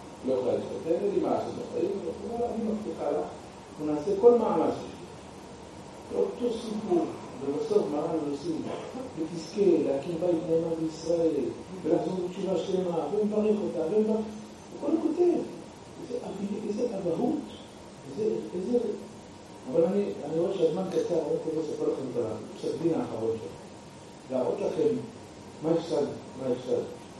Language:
Hebrew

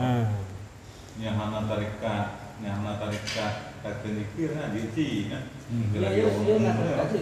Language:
Malay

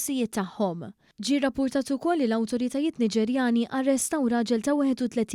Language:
Maltese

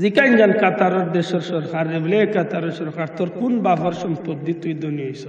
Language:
Sylheti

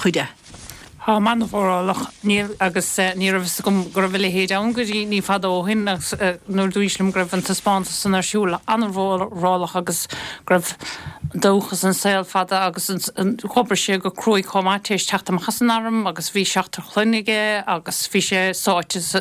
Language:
Irish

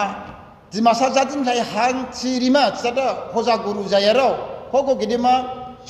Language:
Dimasa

